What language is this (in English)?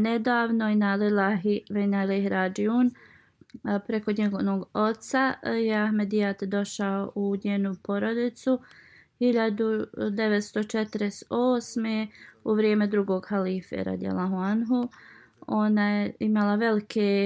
Bosnian